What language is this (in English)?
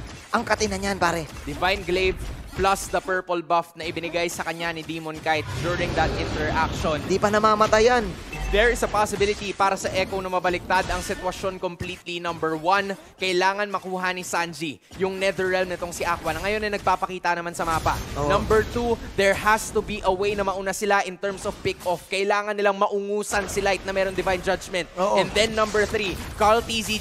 Filipino